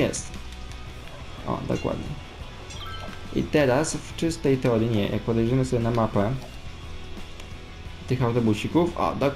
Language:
Polish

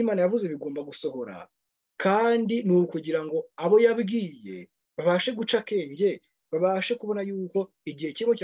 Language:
Kinyarwanda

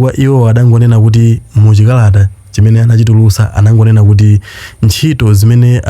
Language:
Nyanja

